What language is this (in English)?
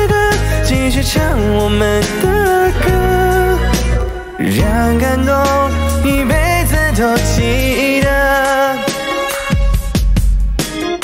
Chinese